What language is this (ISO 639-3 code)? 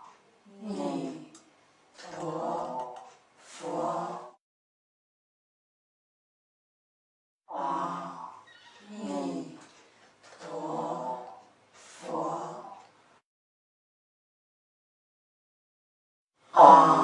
zho